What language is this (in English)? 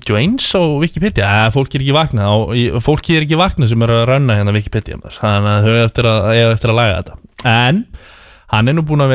Icelandic